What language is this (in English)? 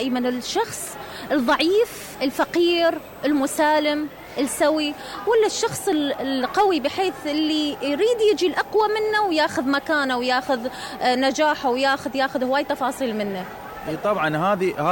Mesopotamian Arabic